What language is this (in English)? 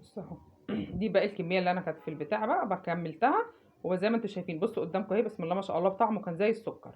Egyptian Arabic